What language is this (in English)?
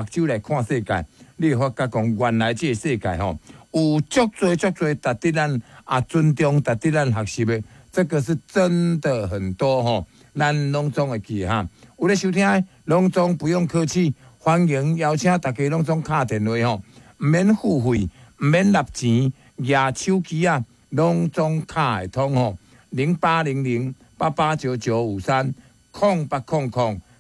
Min Nan Chinese